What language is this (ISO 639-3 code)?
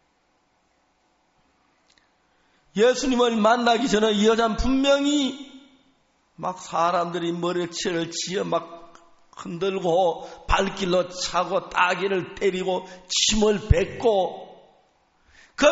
kor